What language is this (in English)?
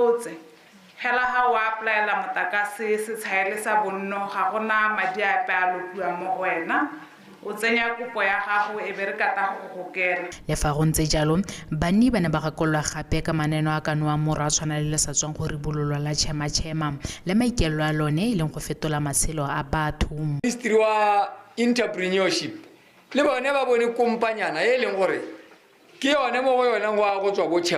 Tswana